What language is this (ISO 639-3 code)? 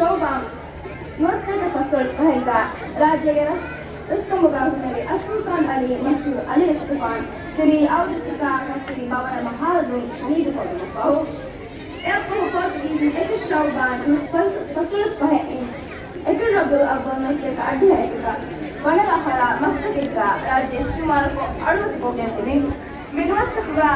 div